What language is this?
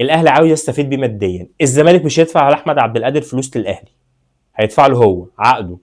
Egyptian Arabic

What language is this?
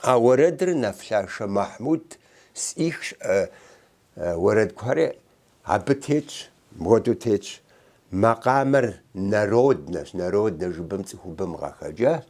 Kabardian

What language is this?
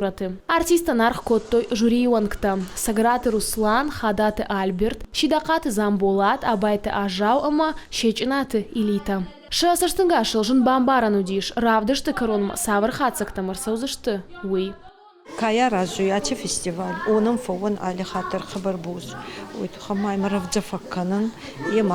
Ossetic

